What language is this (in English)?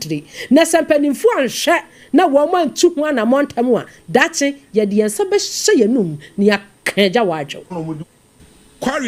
Akan